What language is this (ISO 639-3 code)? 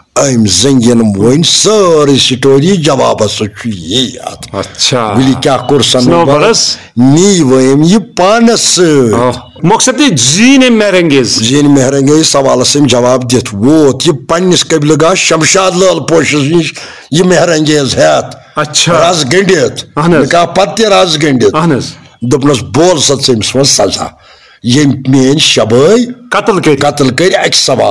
kas